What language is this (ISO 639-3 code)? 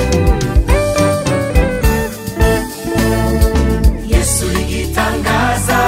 kin